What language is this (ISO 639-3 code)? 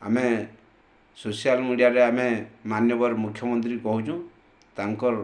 ori